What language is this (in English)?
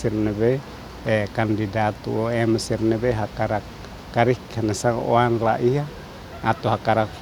Tetum